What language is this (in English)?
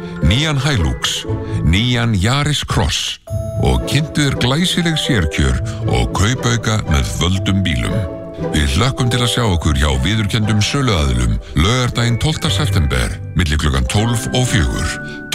Icelandic